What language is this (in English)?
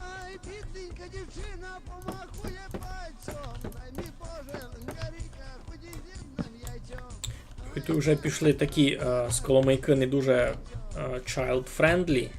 Rusyn